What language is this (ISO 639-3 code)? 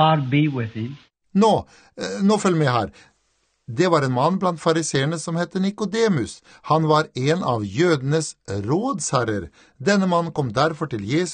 nor